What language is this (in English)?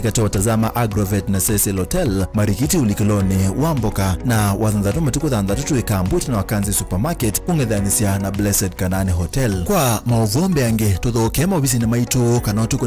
Kamba